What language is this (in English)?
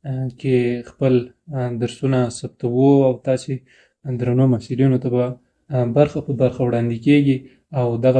Pashto